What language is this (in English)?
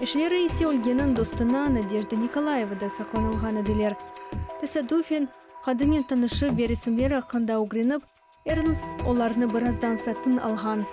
Crimean Tatar